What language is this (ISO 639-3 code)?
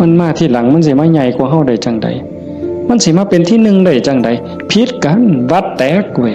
tts